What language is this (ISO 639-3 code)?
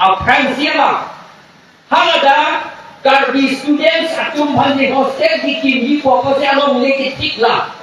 mjw